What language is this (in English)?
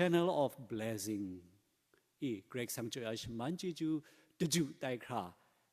Kachin